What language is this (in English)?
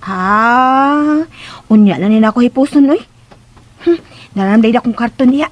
Cebuano